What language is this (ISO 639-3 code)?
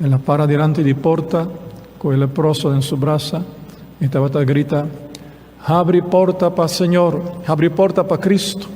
pap